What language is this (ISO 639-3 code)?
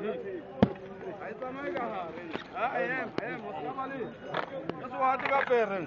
sot